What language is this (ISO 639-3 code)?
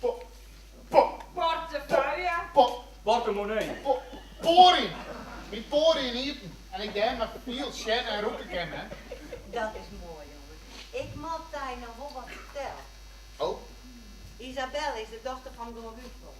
fry